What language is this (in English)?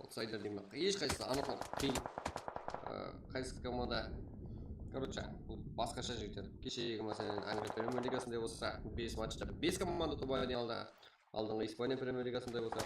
Kara-Kalpak